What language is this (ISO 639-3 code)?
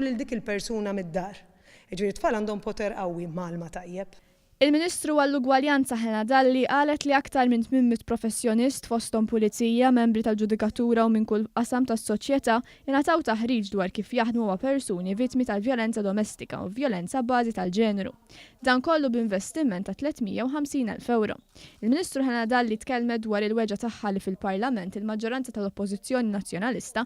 mlt